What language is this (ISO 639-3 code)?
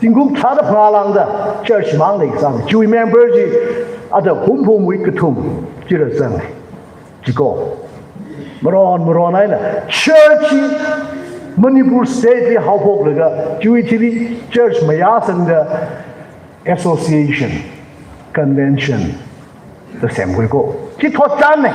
nmf